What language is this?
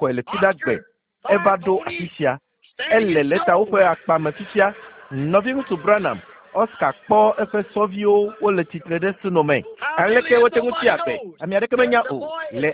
Ewe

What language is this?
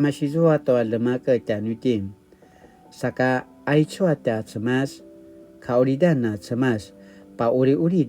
Paiwan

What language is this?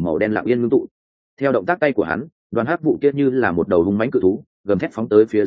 Vietnamese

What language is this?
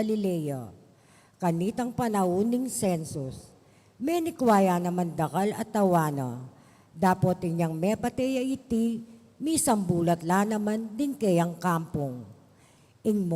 Pampanga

